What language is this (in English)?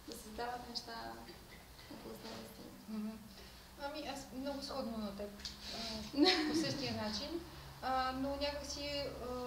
Bulgarian